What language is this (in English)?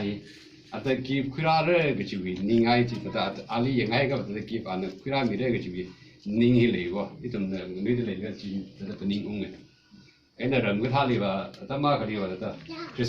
Tangkhul Naga (India)